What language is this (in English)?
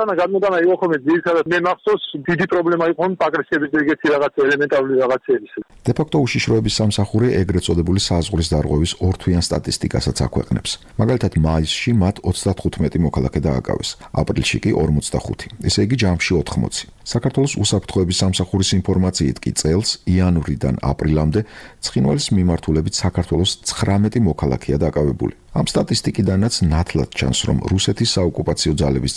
Georgian